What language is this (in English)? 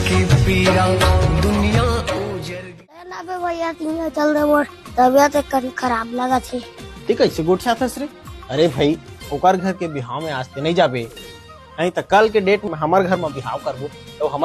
Chhattisgarhi